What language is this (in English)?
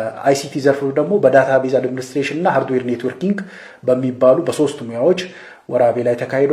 Amharic